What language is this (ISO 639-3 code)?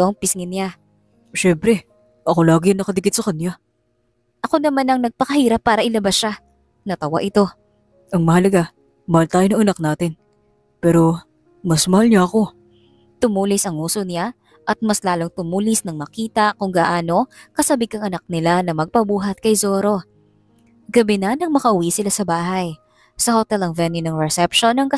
fil